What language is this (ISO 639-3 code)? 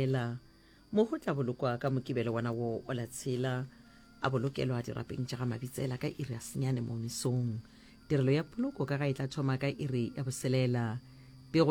nso